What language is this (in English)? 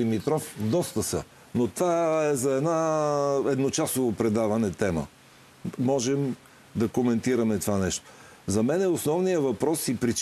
Bulgarian